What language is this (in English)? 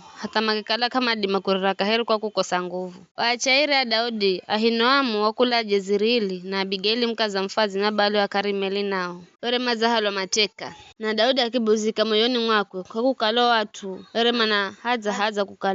Giryama